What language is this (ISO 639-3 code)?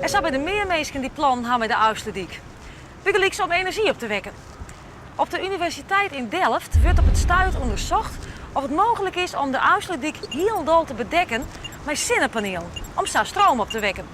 fry